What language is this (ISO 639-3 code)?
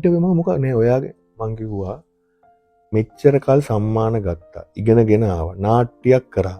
sin